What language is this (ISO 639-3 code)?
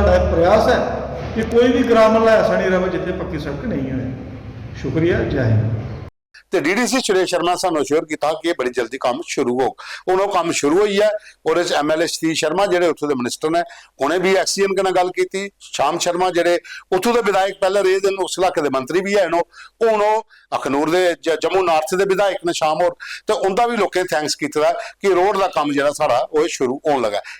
doi